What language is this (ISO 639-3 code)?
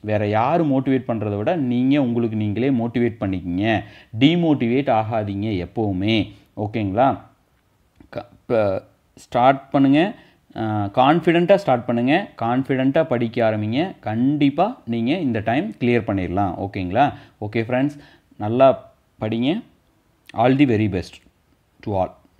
tam